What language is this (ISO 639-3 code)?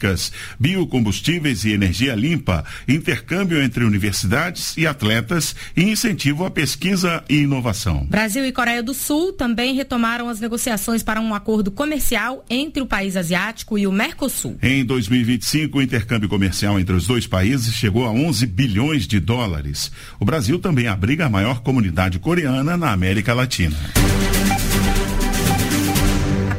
por